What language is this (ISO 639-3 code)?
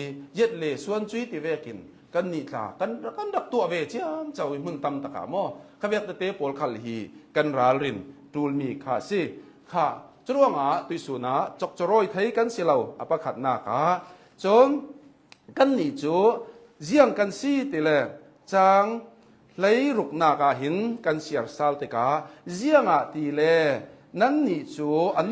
cnh